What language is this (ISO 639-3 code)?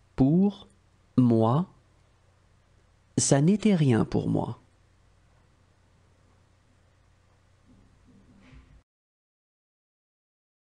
fra